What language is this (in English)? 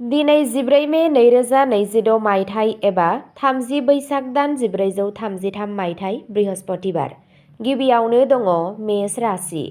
Bodo